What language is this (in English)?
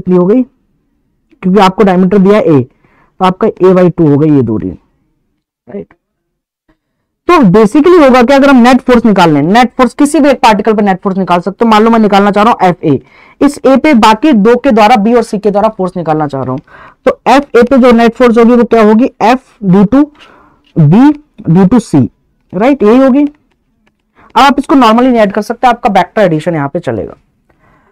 Hindi